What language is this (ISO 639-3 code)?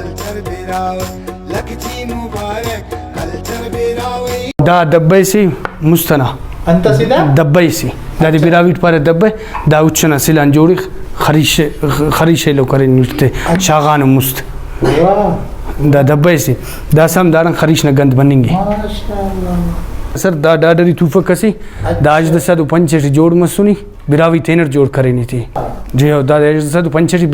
brh